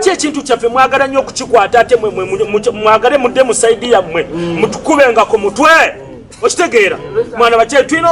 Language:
Nyankole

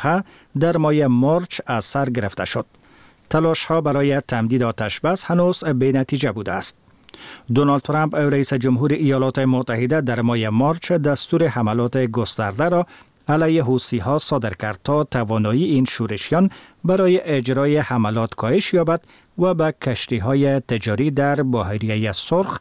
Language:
Persian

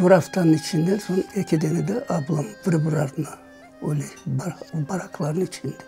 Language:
Crimean Tatar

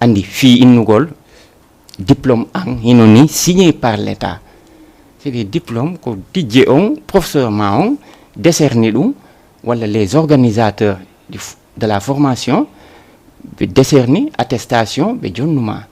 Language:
Fula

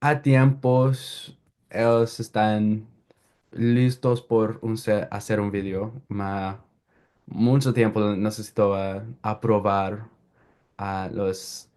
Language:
Ladino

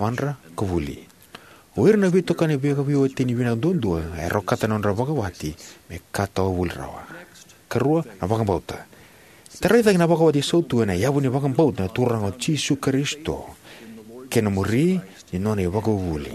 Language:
Fijian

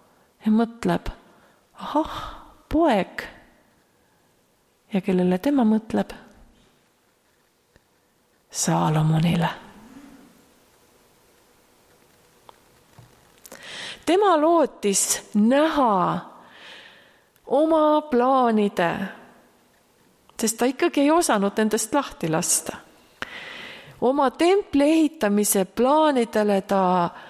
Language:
Estonian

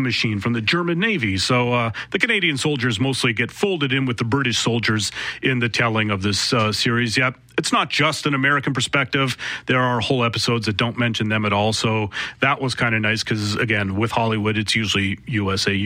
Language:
English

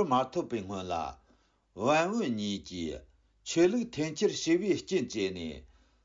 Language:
Tibetan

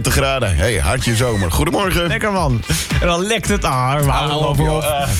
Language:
Dutch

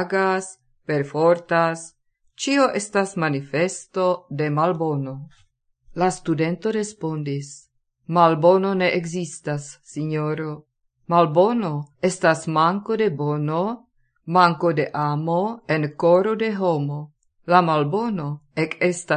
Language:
Esperanto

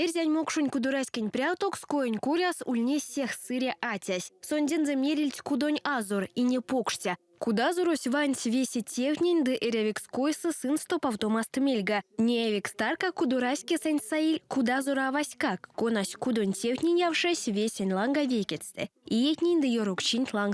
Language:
Erzya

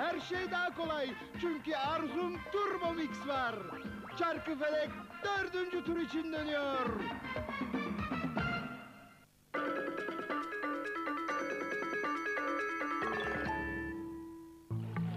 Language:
Turkish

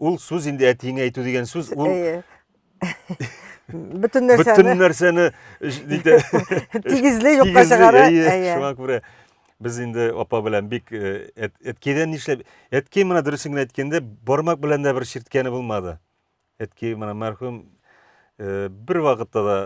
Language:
Tatar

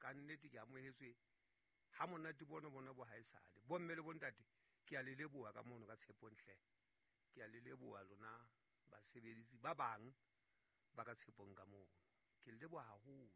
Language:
Southern Sotho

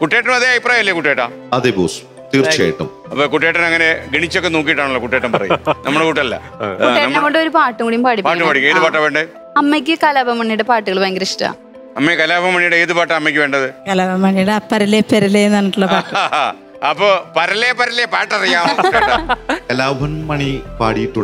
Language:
Malayalam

